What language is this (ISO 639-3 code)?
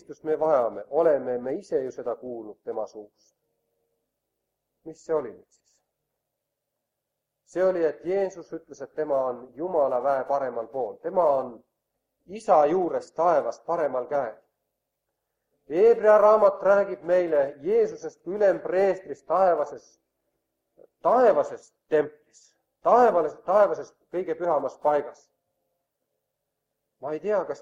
est